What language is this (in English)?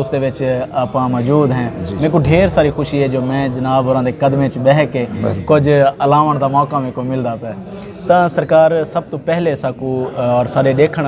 Saraiki